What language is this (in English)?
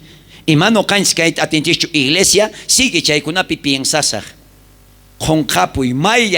South Bolivian Quechua